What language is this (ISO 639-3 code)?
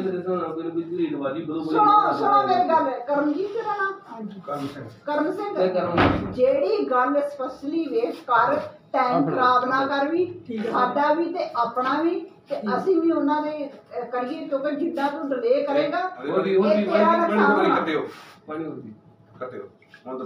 pan